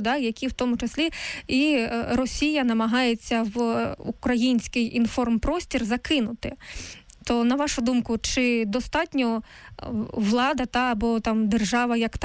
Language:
Ukrainian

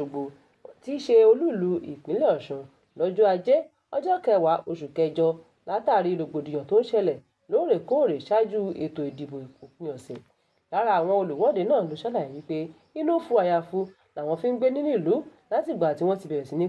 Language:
Yoruba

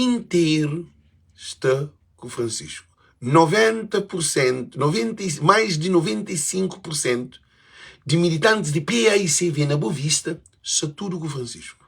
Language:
Kabuverdianu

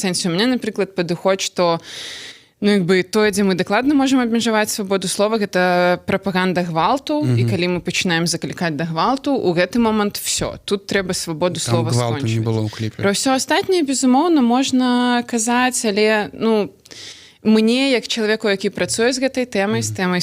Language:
Belarusian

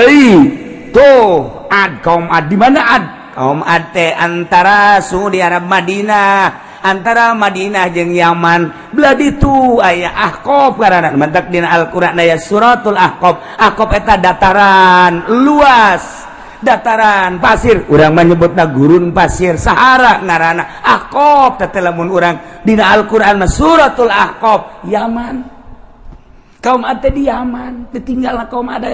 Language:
Sundanese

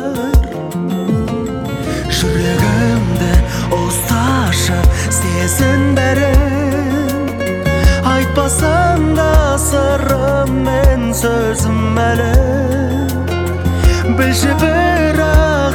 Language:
Kazakh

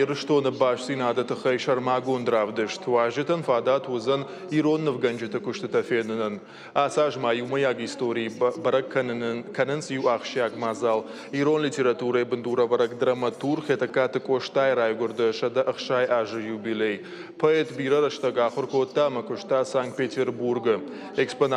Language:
Ossetic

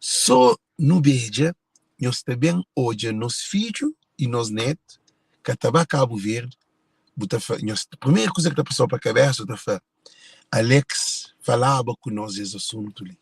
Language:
Kabuverdianu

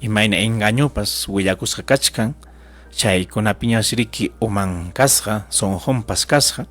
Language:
Ayacucho Quechua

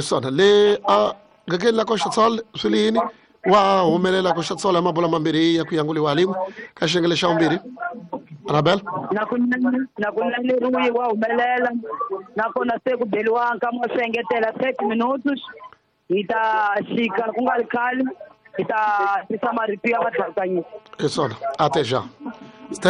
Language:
Tsonga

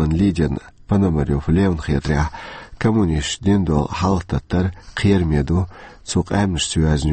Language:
Chechen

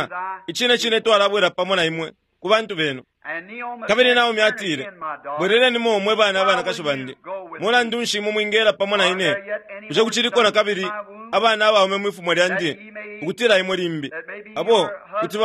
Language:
Bemba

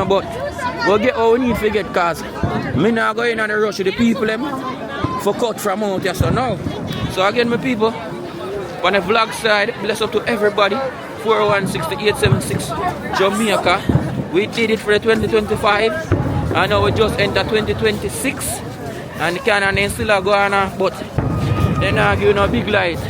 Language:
Jamaican Creole English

